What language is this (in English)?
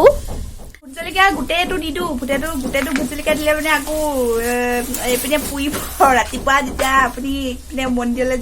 Assamese